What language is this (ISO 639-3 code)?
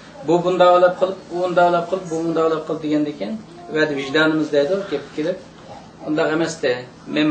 uig